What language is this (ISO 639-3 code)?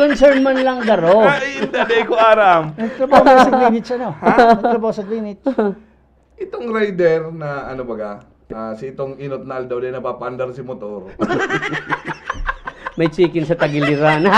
bik